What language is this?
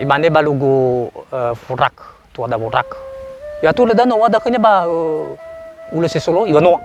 Nias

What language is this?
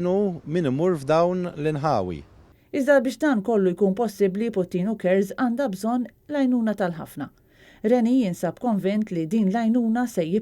Maltese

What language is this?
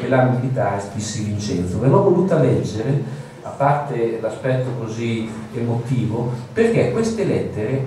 Italian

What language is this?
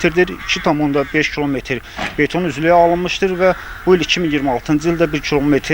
Azerbaijani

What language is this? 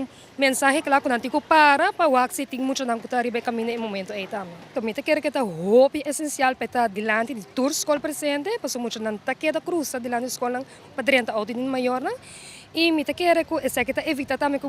Papiamento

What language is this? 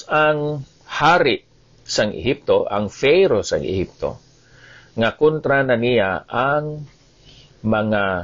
Hiligaynon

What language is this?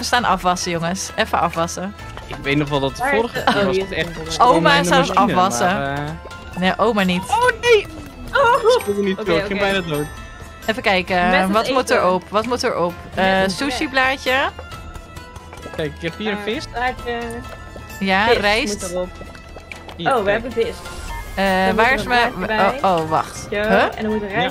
Dutch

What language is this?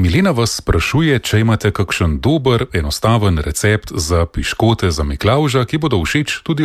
Slovenian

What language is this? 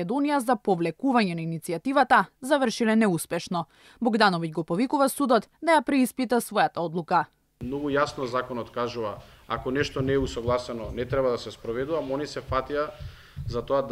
Macedonian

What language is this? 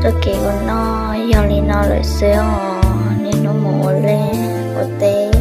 Hmong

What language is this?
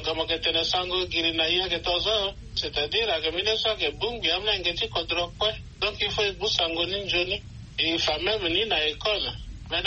Swahili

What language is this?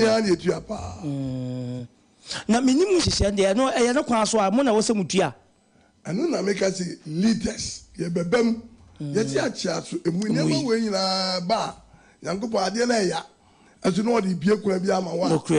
Akan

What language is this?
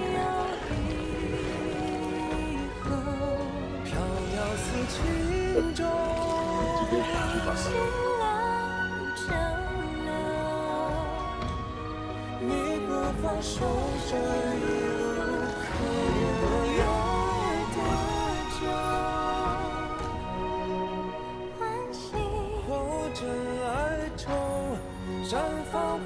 Chinese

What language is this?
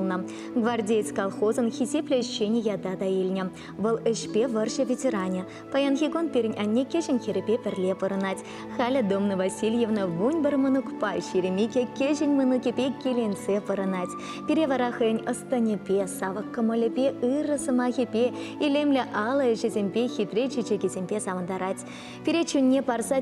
Chuvash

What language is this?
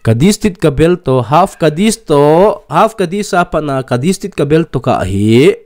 Thado Chin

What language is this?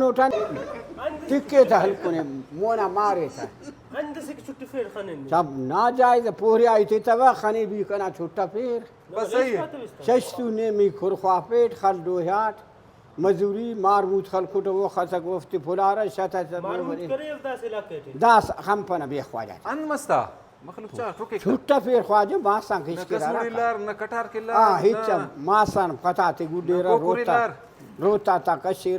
Brahui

